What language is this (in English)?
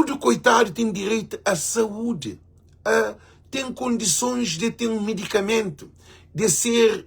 Kabuverdianu